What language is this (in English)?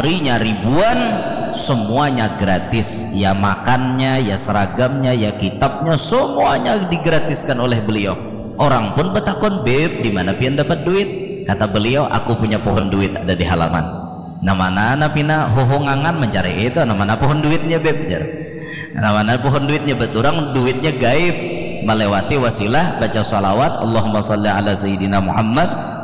Banjar